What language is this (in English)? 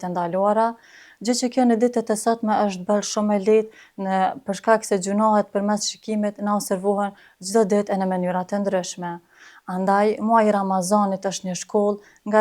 Albanian